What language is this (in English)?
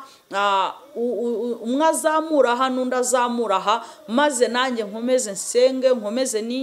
Kinyarwanda